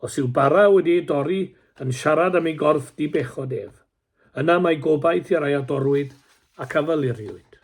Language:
Welsh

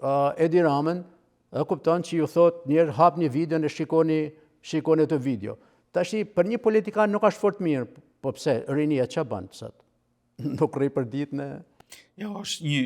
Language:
Albanian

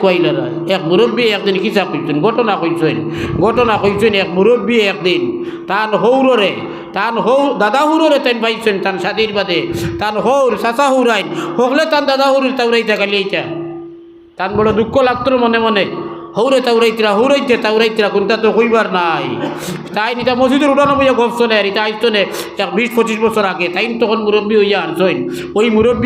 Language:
Sylheti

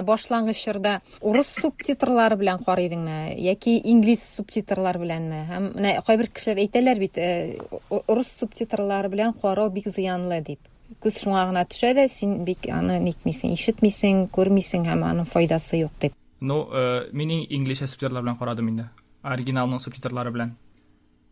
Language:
Tatar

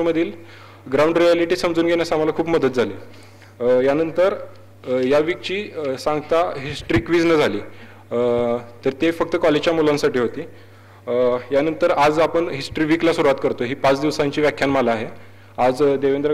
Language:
Marathi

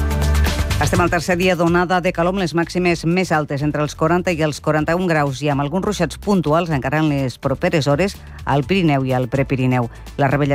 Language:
Catalan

